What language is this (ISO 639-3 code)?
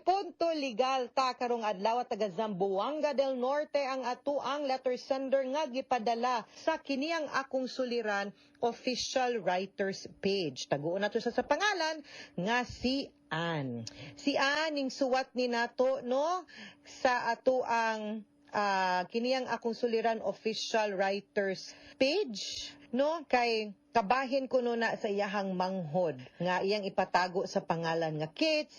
ceb